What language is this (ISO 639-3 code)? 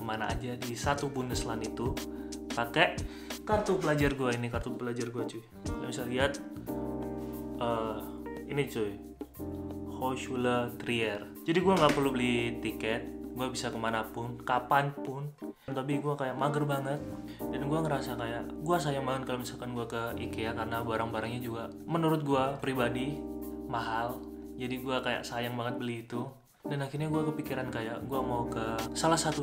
ind